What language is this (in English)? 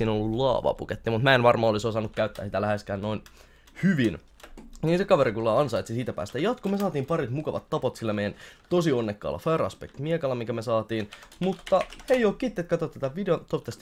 Finnish